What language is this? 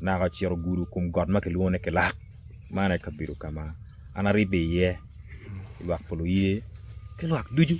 Acoli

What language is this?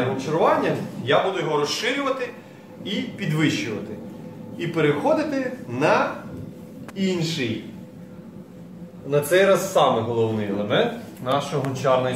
Ukrainian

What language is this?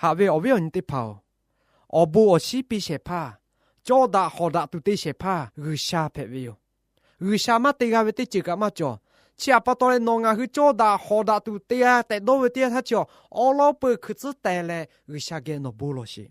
Lahu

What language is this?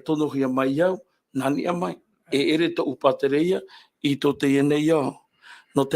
Tahitian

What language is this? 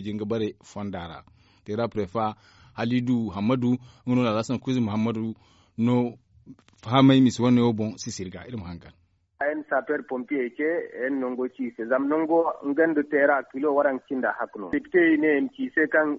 Zarma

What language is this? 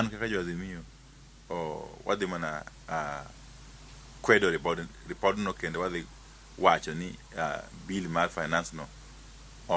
Luo (Kenya and Tanzania)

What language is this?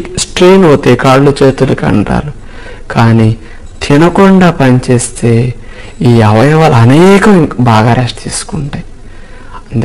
Telugu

